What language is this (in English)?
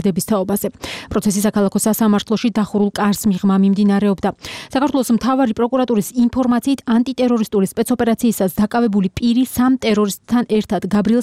Georgian